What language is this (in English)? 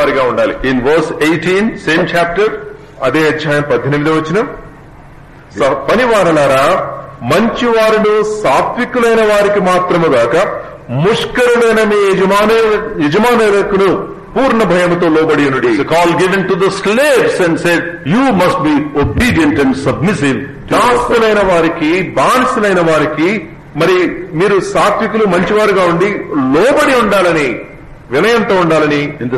Telugu